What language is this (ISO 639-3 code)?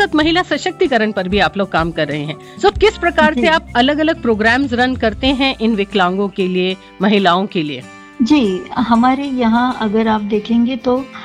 hin